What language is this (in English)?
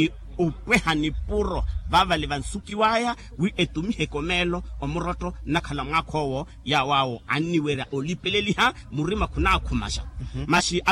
Makhuwa